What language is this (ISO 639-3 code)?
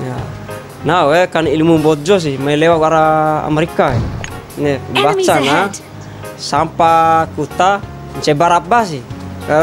bhp